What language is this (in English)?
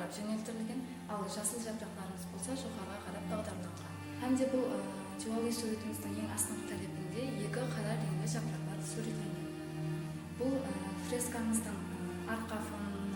Kara-Kalpak